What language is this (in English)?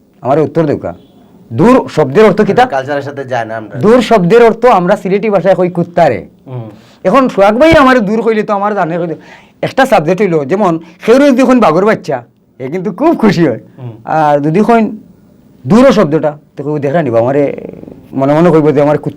Sylheti